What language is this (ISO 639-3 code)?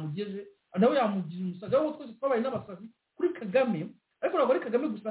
kin